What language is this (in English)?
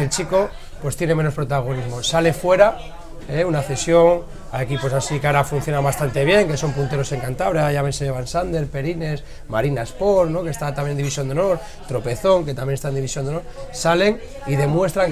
Spanish